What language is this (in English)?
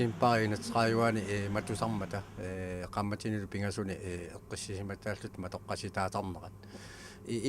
Kalaallisut